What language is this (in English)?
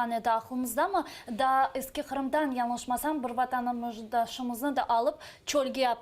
Crimean Tatar